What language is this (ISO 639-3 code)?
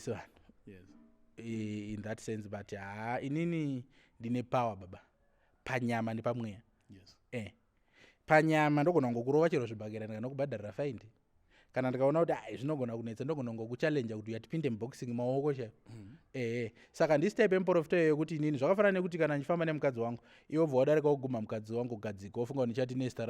sna